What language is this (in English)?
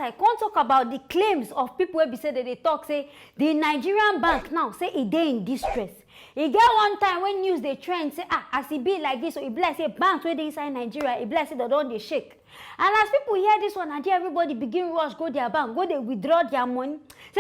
Nigerian Pidgin